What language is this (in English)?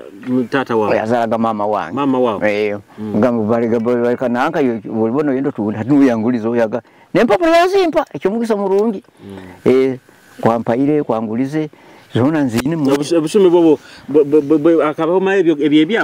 Nyoro